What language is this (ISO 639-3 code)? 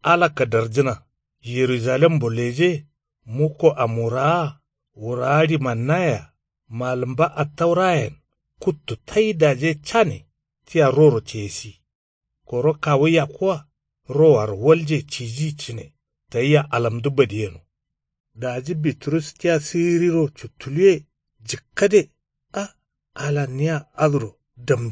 kau